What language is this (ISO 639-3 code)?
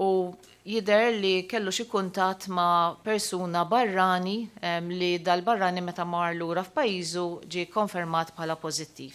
mlt